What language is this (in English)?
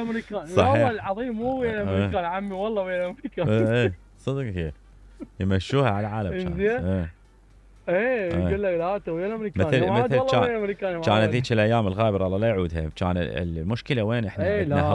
Mesopotamian Arabic